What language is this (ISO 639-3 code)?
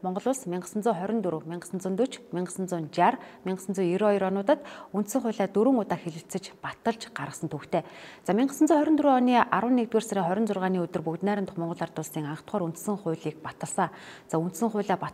mon